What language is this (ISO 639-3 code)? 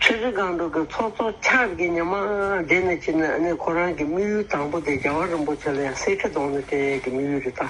bod